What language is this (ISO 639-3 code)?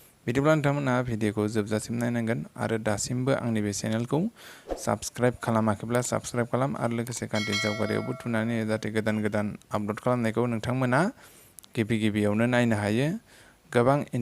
brx